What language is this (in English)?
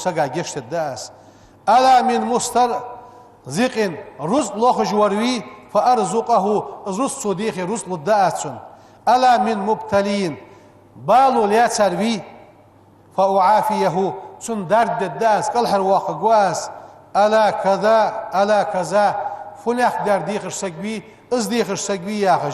Ingush